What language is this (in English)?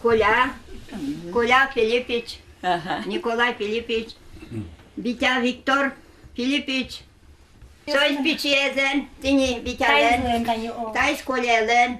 Udmurt